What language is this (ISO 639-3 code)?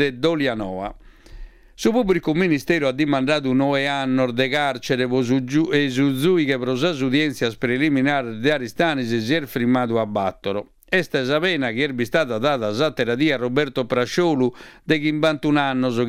srd